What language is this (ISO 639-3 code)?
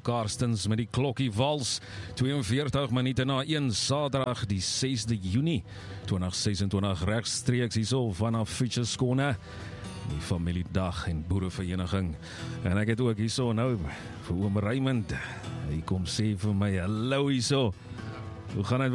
afr